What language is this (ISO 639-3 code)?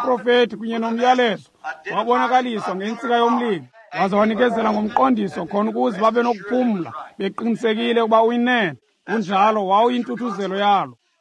xho